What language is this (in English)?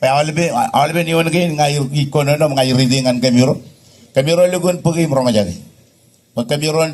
Marshallese